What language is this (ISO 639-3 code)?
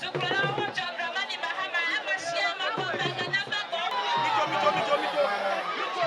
ewe